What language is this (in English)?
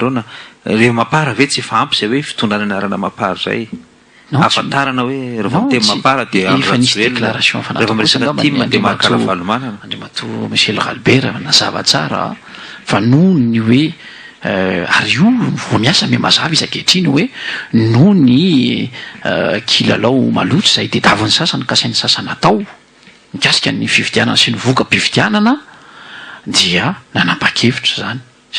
Malagasy